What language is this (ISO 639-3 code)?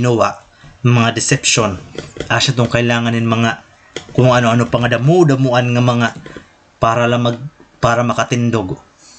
war